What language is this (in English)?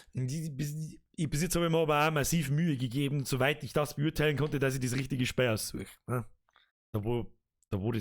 Bavarian